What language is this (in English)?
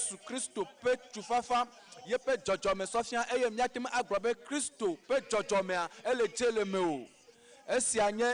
Ewe